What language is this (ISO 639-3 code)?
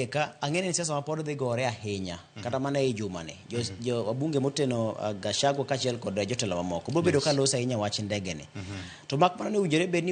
luo